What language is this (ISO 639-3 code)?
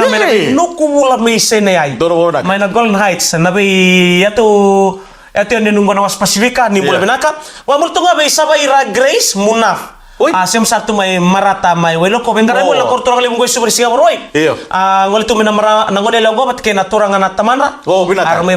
fij